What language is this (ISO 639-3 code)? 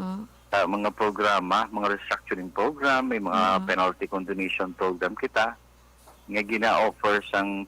hil